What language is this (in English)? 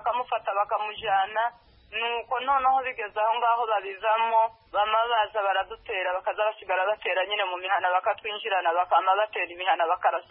Kinyarwanda